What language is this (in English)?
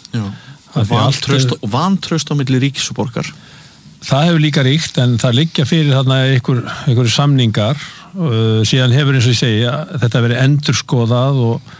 Icelandic